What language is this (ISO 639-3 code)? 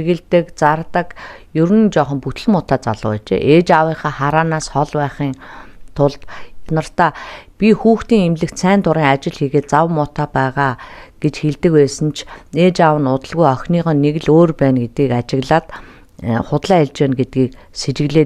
mon